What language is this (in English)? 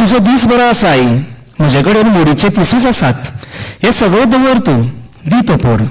Konkani